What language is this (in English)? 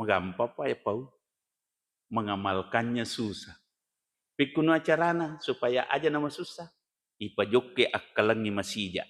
Buginese